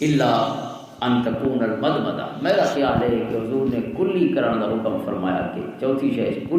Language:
Western Panjabi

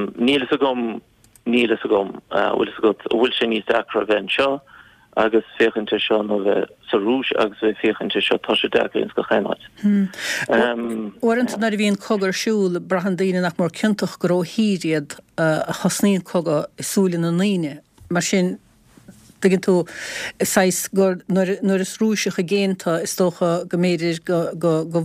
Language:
Irish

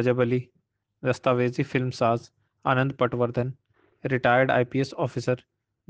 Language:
Urdu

